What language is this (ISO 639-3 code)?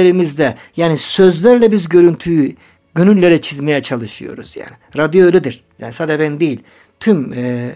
tur